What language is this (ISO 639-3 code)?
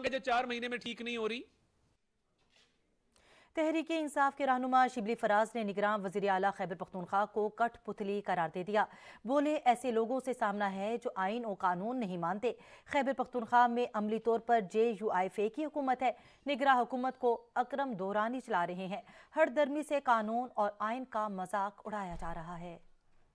urd